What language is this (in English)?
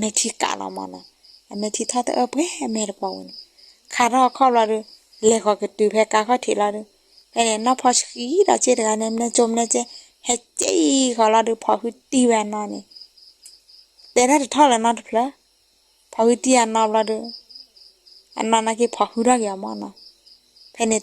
S'gaw Karen